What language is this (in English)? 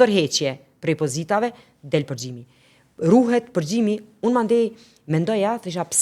Albanian